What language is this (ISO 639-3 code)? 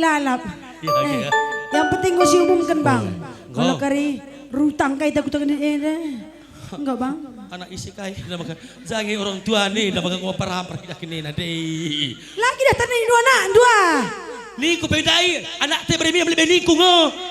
btx